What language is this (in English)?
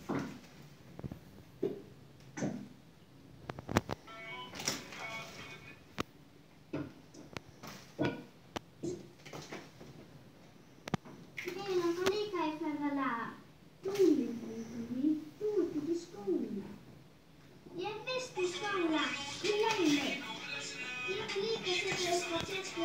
Icelandic